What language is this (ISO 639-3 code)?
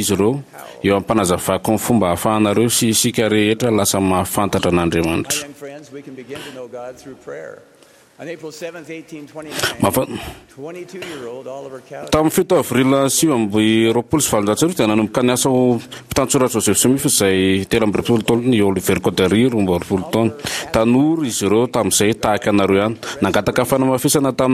mlg